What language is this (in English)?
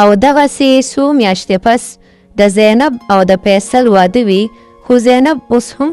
Pashto